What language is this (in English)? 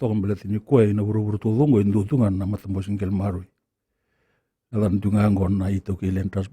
Fijian